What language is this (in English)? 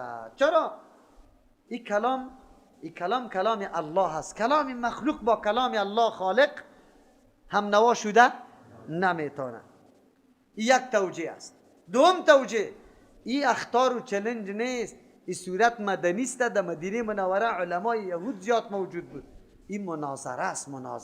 Persian